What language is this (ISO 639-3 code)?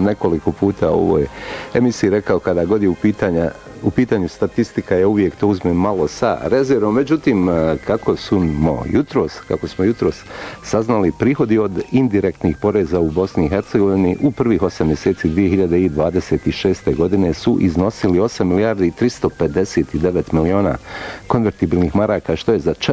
bos